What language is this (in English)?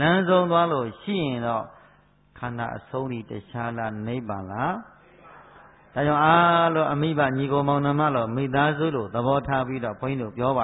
Burmese